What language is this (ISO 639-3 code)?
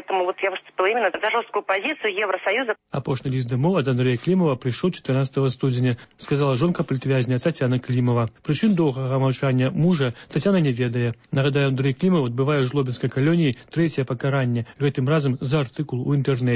bel